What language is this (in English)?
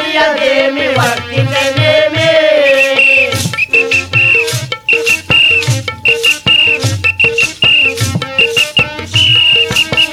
Telugu